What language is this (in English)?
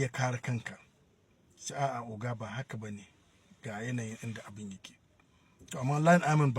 Hausa